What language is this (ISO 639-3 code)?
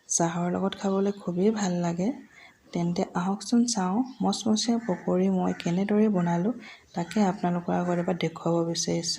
asm